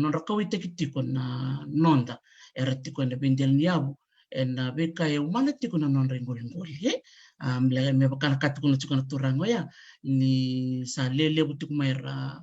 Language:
Fijian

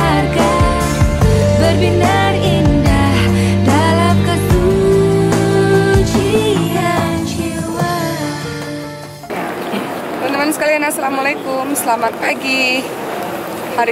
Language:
Indonesian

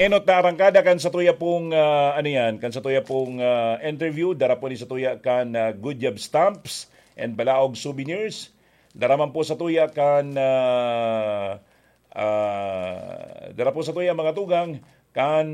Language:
Bikol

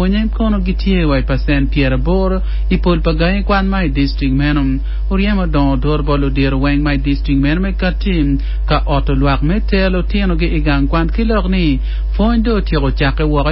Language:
Acoli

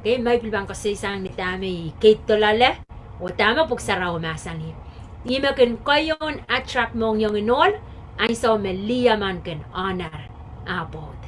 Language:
Pohnpeian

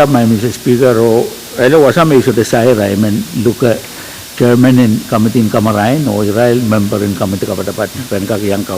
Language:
Pohnpeian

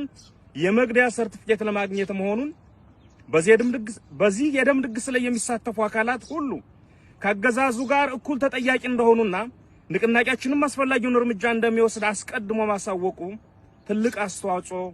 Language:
Amharic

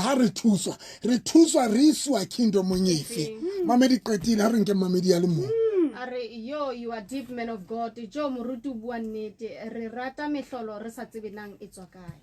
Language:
Southern Sotho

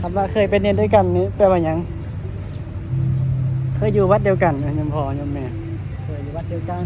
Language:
Northeastern Thai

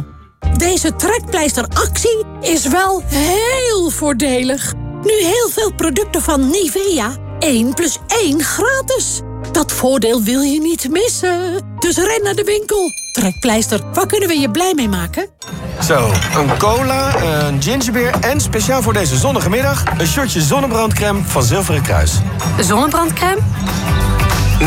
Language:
Dutch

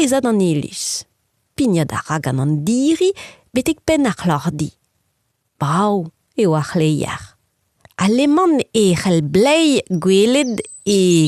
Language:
Breton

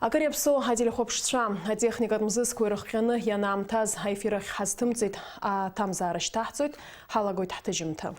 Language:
Abkhazian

